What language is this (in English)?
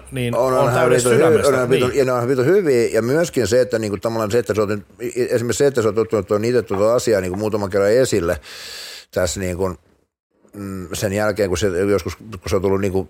Finnish